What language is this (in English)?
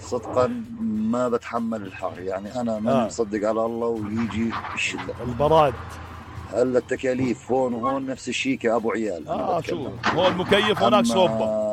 North Levantine Arabic